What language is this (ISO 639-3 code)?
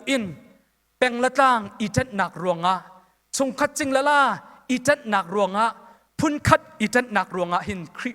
cnh